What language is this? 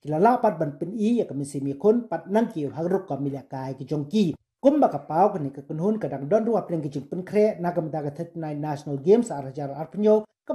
Khasi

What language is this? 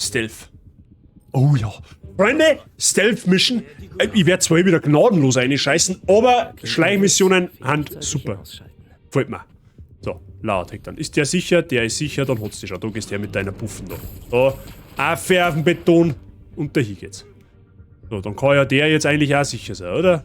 Bavarian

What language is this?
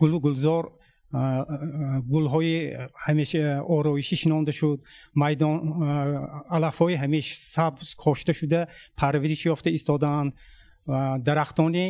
Tajik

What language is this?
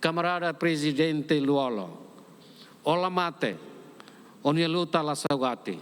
Tetum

